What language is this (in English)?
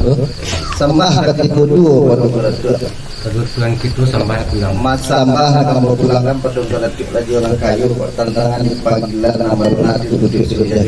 Minangkabau